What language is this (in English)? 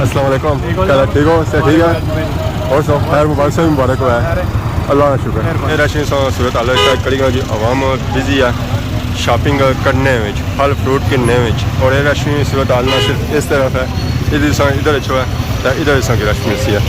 Pahari-Potwari